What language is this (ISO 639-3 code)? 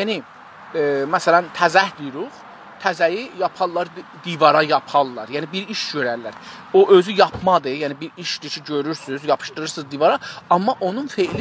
azb